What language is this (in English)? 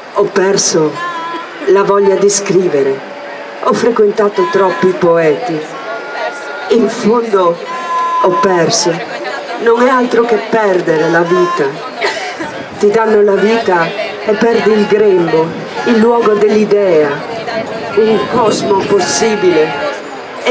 Italian